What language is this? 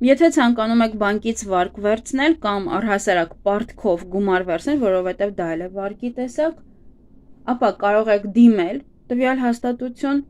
Armenian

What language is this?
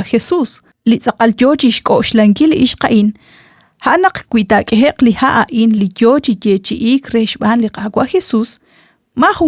Kekchí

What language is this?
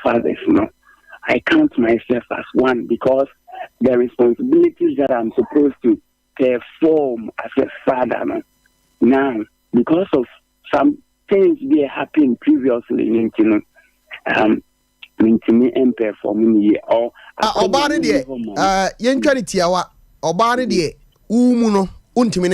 Akan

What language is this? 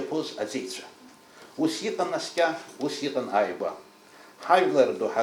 Abkhazian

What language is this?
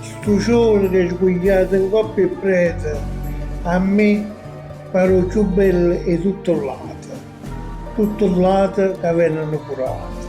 Neapolitan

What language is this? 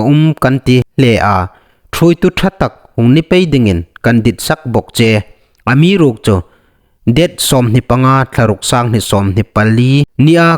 Hmar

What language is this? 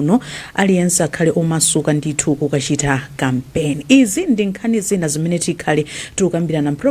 Nyanja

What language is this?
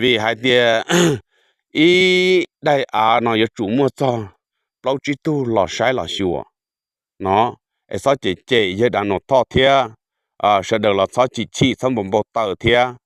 Hmong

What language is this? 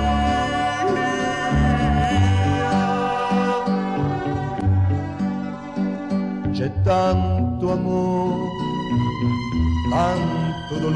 Italian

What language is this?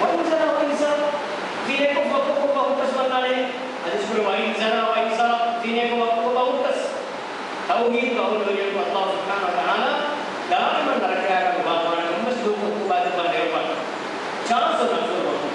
Divehi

